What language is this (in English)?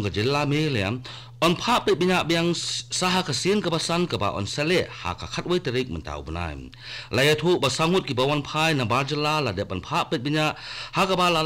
Khasi